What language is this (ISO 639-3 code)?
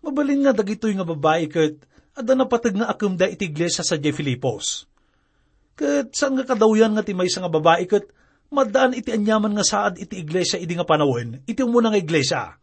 ilo